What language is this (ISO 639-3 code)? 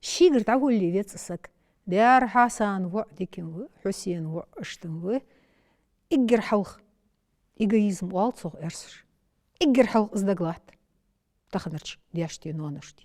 inh